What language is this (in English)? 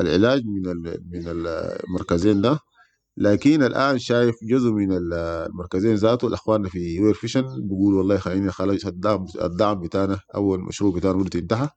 Sudanese Arabic